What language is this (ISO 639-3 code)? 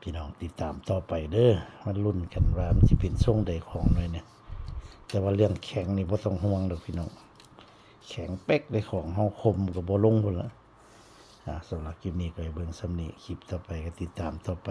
tts